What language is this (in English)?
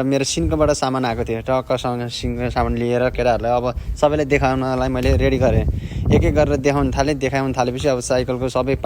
Nepali